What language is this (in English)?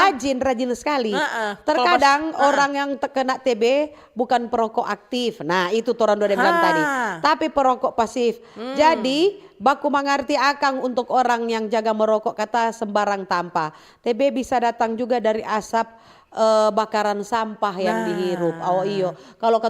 Manado Malay